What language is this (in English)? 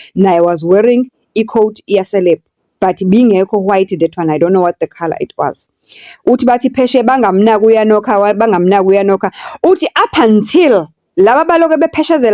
Zulu